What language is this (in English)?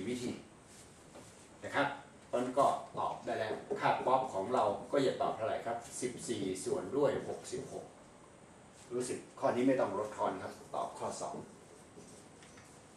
Thai